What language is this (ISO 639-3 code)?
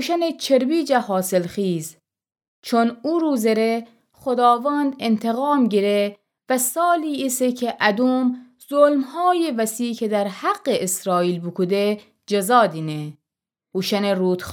glk